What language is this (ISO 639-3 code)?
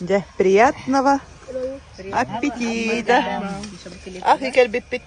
sah